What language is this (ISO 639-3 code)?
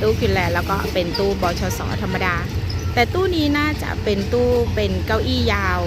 lao